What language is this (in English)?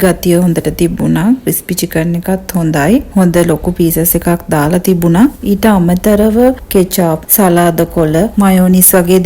Sinhala